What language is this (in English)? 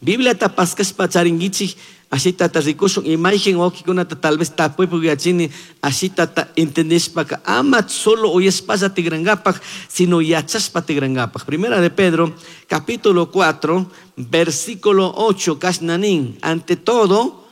Chimborazo Highland Quichua